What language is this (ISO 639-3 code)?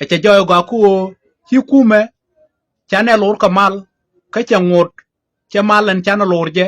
nus